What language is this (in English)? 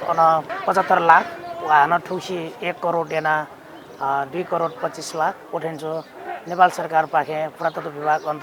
Newari